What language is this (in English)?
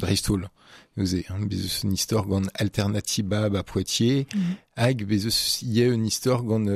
Breton